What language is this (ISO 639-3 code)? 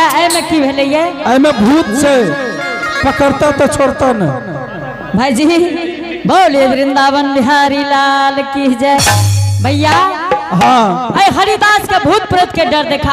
anp